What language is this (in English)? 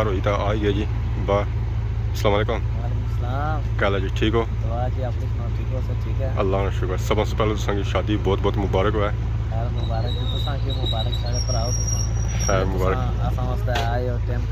Pahari-Potwari